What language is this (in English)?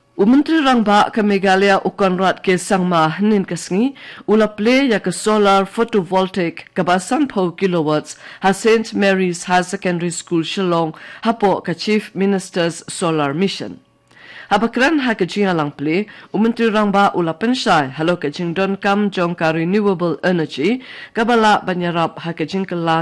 Khasi